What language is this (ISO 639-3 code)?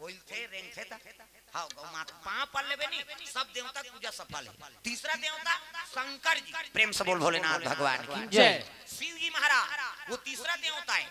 hne